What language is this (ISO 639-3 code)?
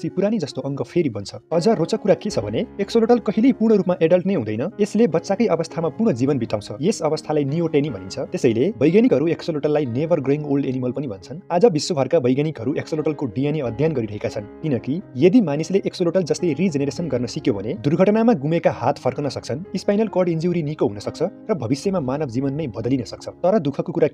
nep